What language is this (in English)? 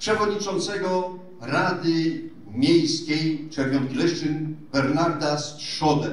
Silesian